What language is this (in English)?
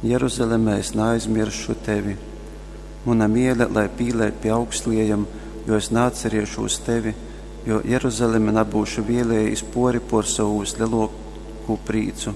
Latgalian